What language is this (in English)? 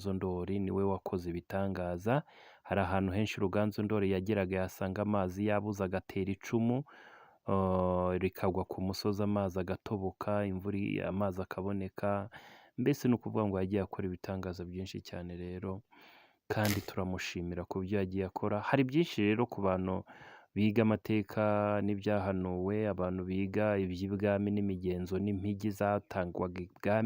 Kinyarwanda